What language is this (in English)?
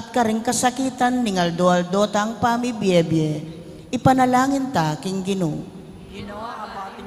Pampanga